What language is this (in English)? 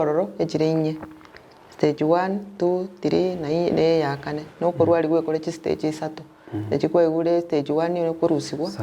Gusii